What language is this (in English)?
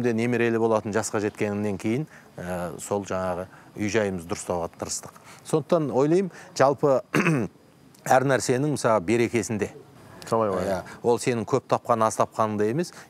Kazakh